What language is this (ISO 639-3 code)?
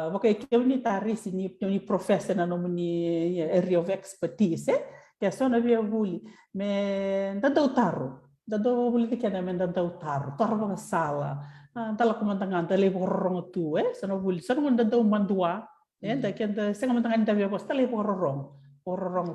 fij